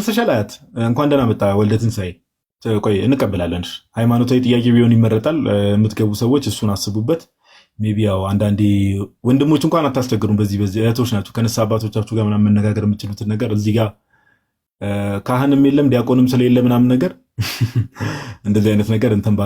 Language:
Amharic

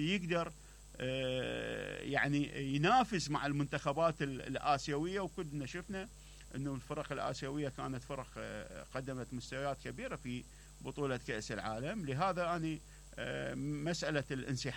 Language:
Mesopotamian Arabic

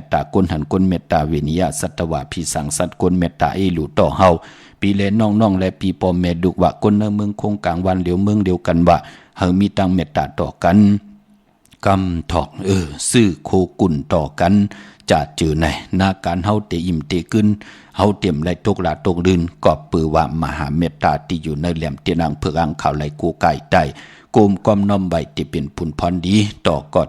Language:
Shan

